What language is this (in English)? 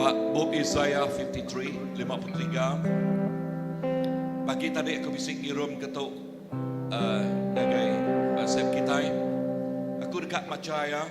Iban